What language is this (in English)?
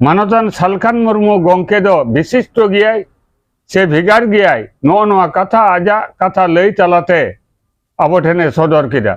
Santali